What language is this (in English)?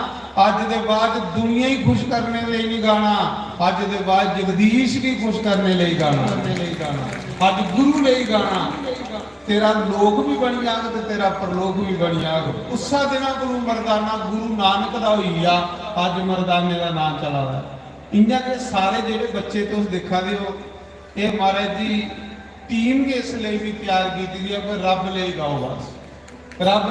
Dogri